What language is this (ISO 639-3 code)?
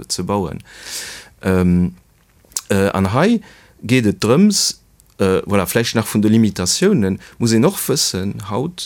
ltz